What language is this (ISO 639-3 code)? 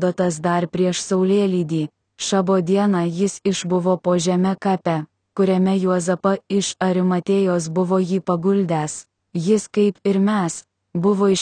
lit